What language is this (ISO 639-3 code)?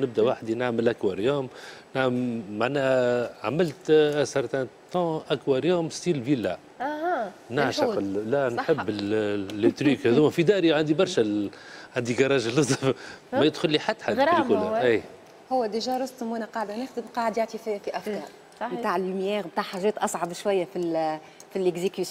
aeb